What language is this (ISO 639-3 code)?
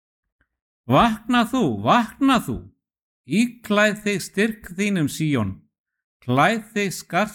isl